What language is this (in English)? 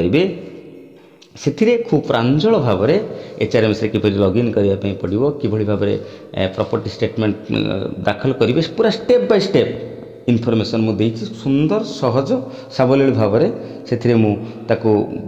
Odia